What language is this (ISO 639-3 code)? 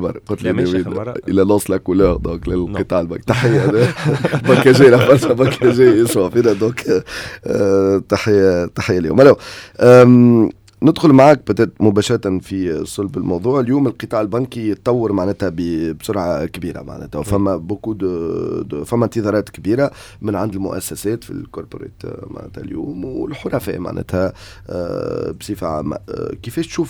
aeb